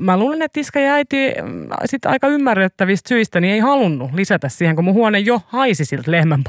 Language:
Finnish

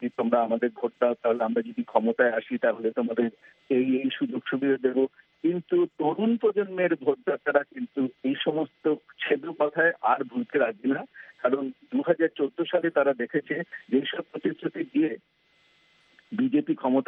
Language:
Bangla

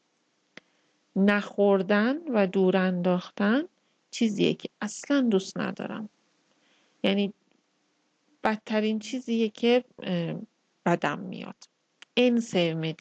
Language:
Persian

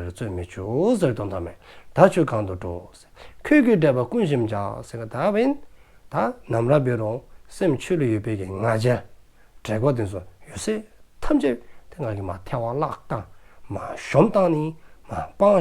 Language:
Dzongkha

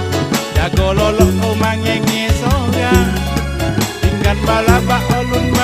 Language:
Minangkabau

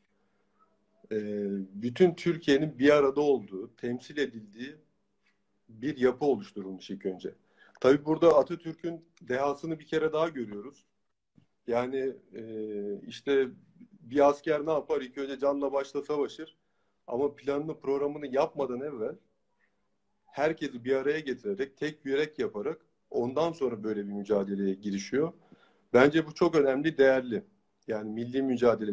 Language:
Turkish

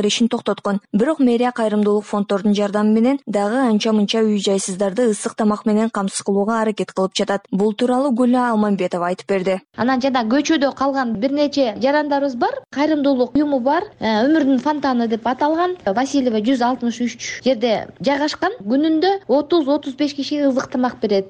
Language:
Kyrgyz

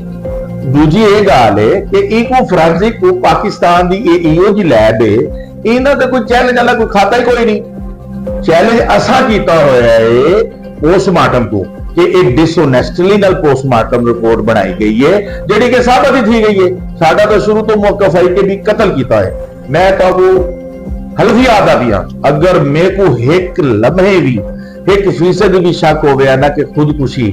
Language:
Saraiki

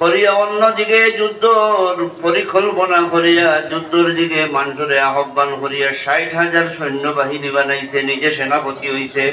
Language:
Sylheti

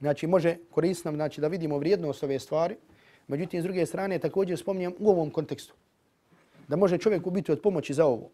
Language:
Bosnian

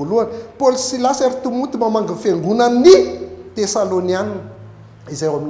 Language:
Malagasy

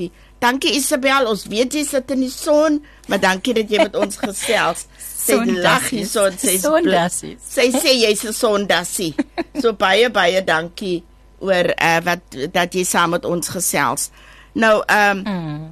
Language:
Afrikaans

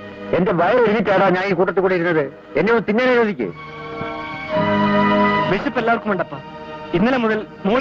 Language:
Malayalam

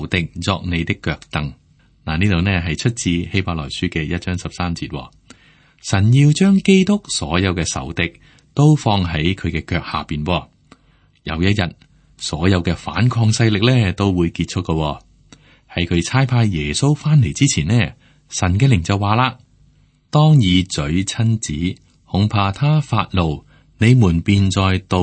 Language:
Cantonese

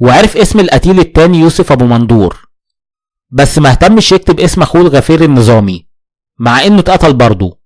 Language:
Egyptian Arabic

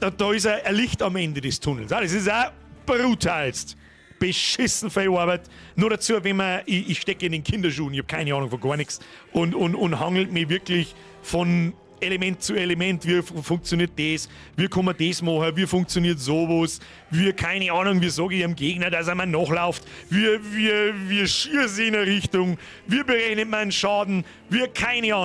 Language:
Bavarian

